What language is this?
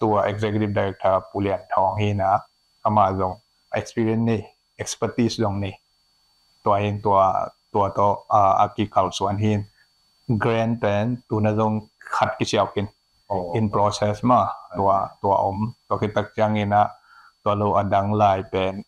Tedim Chin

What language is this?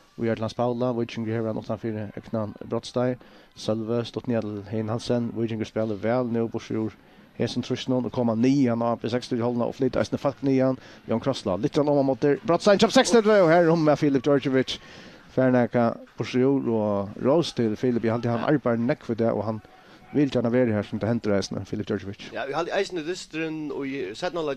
Faroese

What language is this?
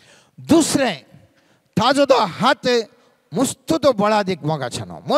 Konkani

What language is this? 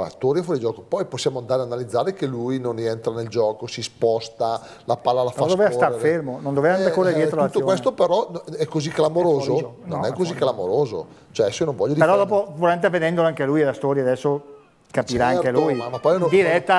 Italian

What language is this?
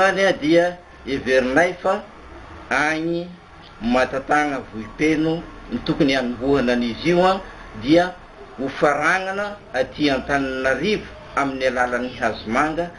Malagasy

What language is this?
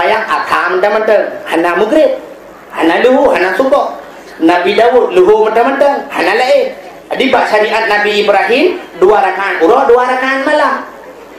Achinese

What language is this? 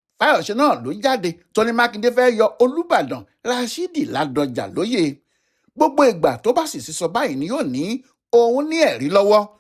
Yoruba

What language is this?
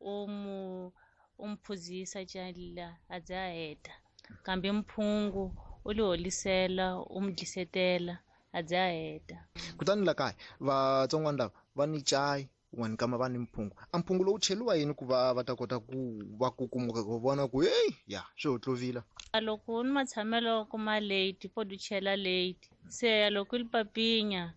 Tsonga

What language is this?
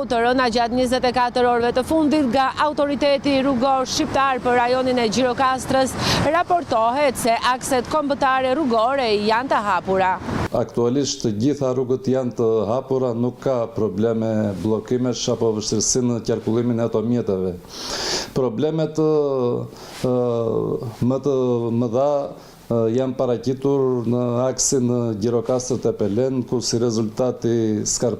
Albanian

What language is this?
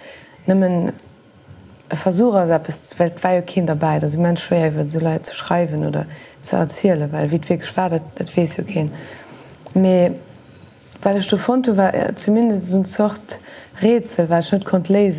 Luxembourgish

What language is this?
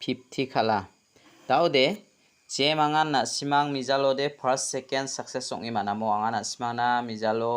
Garo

